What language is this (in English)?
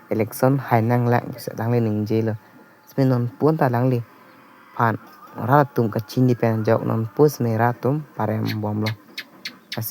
Karbi